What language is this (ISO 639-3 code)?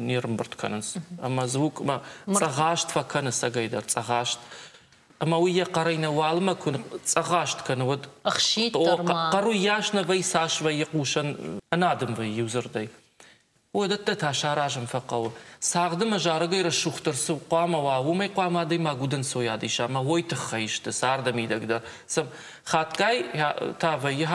oss